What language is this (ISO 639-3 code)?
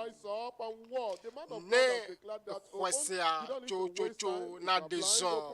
ewe